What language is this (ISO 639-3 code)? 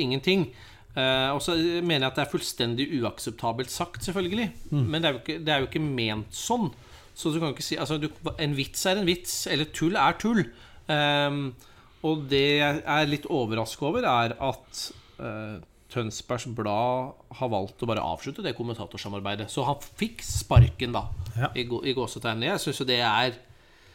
nor